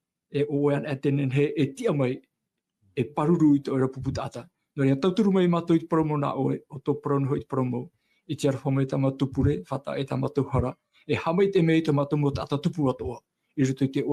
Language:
Tahitian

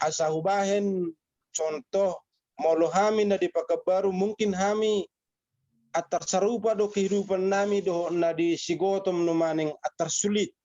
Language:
Batak Toba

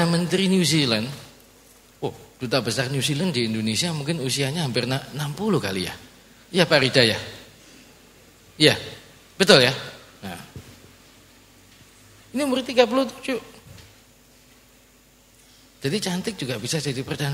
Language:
Indonesian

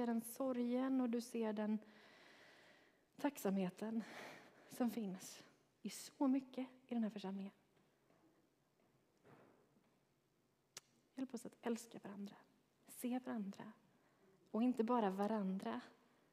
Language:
Swedish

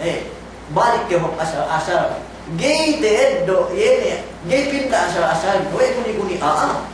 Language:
Yakan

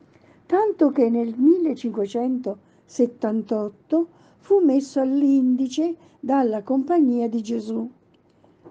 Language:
Italian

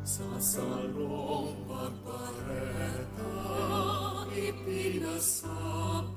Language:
Bikol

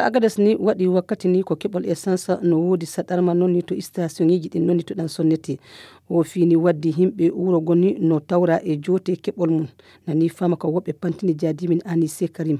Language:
Fula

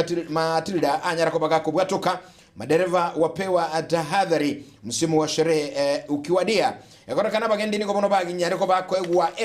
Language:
Gusii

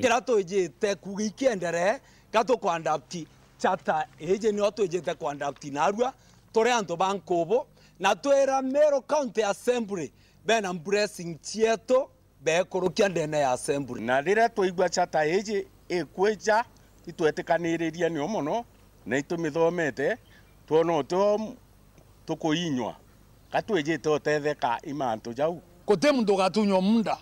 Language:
Meru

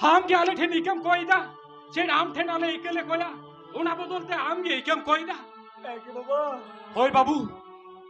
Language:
Santali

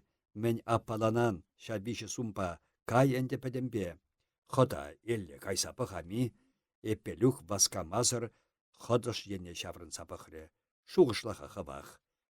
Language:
Chuvash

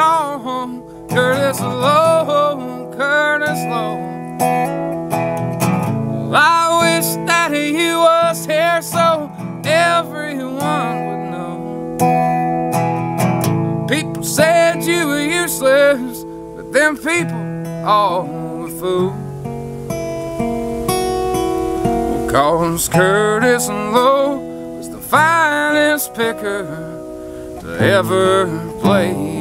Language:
English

